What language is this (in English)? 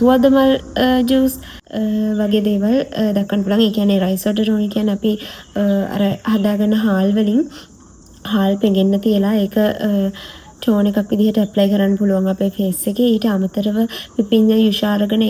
Sinhala